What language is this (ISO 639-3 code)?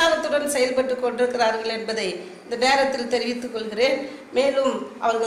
tam